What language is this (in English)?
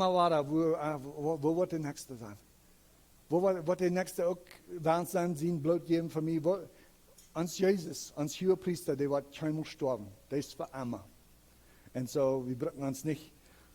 Plautdietsch